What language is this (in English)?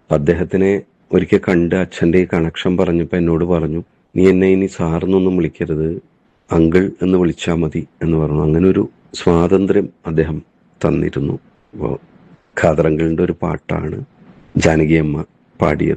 Malayalam